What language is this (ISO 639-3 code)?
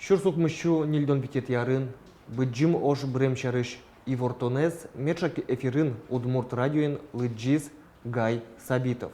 udm